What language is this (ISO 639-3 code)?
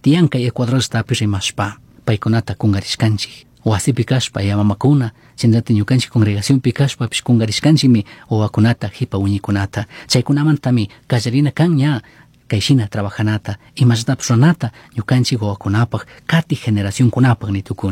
qug